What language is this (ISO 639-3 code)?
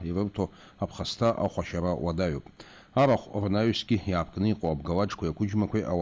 abk